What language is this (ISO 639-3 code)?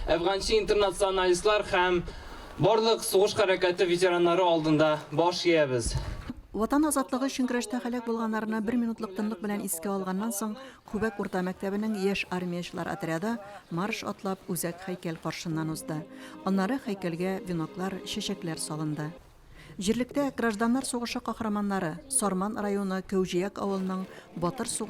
tat